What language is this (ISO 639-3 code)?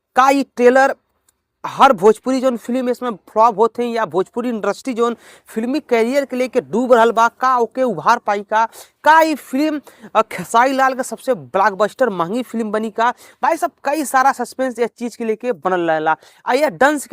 bho